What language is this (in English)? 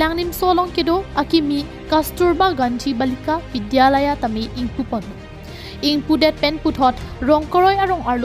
Karbi